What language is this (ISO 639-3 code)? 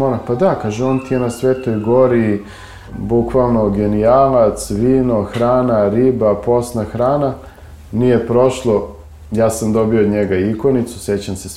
srp